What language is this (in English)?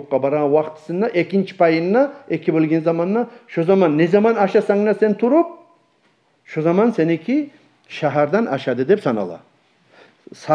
Kumyk